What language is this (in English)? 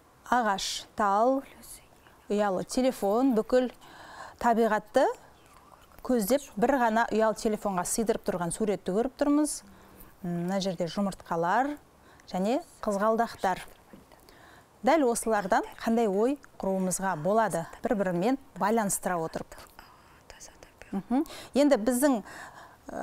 Kazakh